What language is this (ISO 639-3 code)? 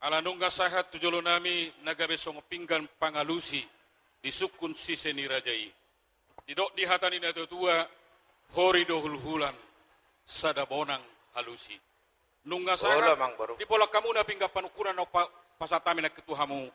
bbc